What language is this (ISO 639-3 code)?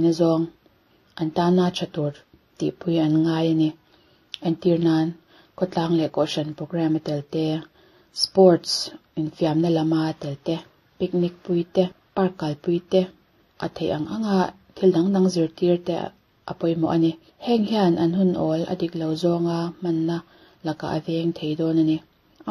lus